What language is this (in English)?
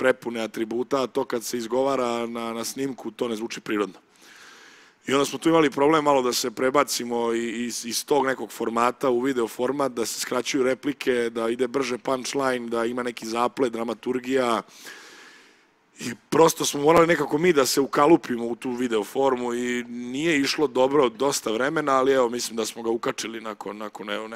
Serbian